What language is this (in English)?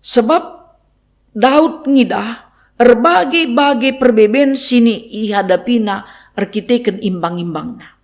Batak Karo